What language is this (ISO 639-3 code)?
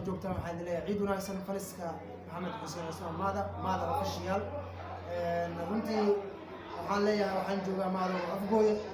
som